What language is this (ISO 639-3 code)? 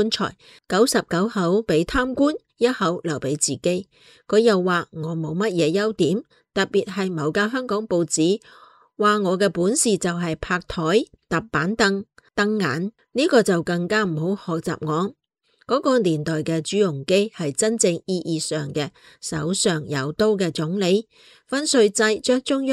yue